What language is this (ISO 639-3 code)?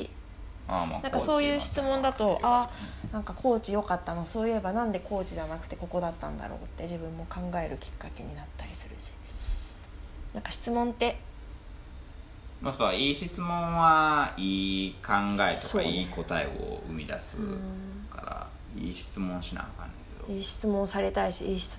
jpn